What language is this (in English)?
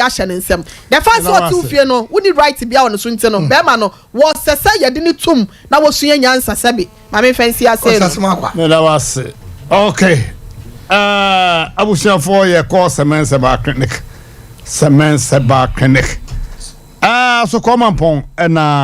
Akan